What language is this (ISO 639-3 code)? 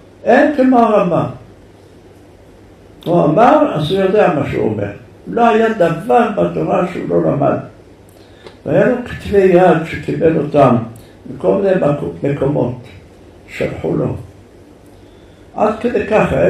heb